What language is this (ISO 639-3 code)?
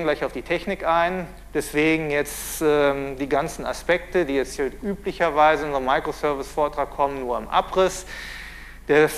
deu